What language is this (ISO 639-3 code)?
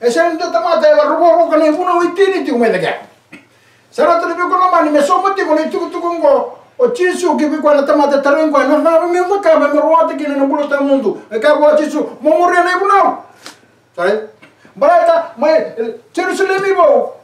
fij